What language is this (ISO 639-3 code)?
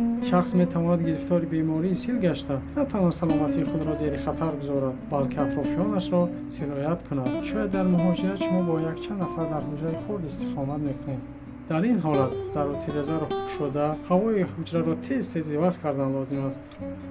tgk